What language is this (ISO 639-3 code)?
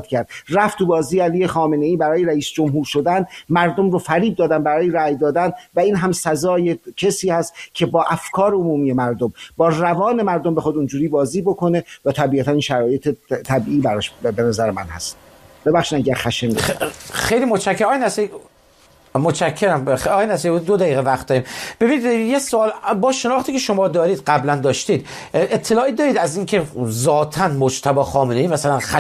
fas